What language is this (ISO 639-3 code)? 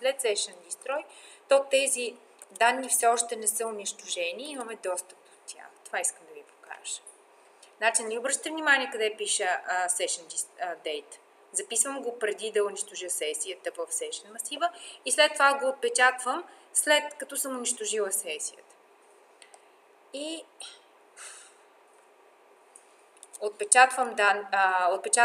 bul